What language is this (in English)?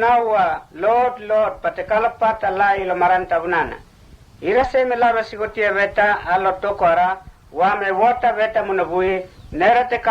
Mota